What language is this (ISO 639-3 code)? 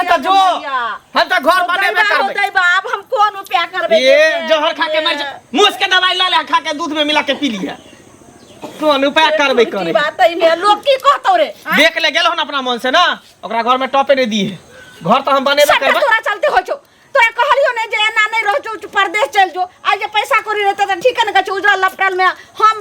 mai